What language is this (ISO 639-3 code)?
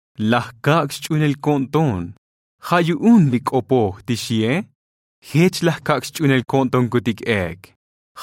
tzo